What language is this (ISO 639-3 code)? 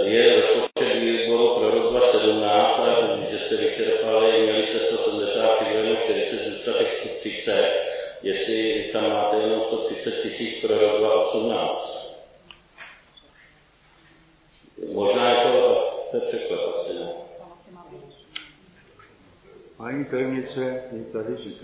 ces